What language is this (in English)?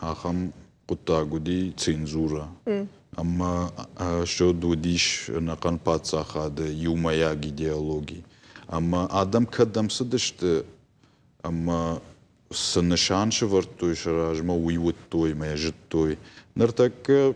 Ossetic